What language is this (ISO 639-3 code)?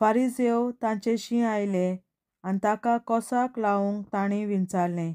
kok